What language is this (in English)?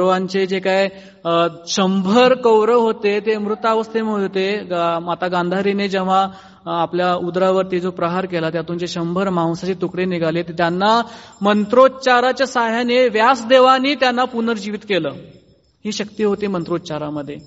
Marathi